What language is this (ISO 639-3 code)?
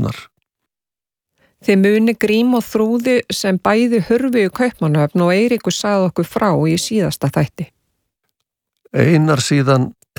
isl